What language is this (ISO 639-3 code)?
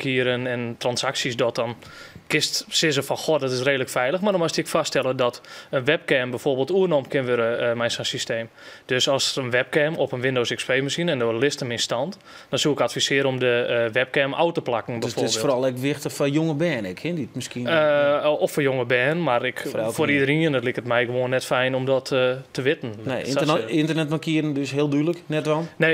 fry